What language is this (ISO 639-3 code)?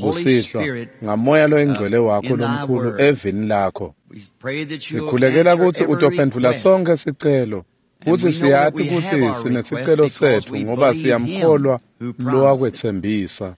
ssw